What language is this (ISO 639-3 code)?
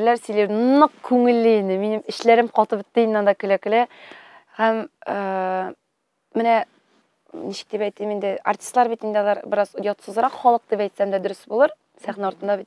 tat